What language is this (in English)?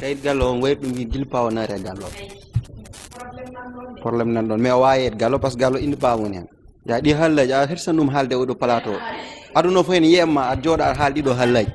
Fula